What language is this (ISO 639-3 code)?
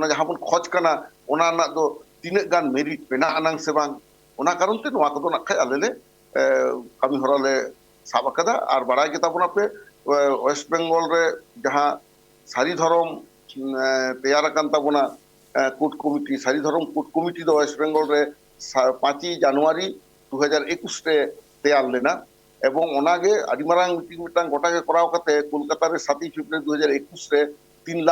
sat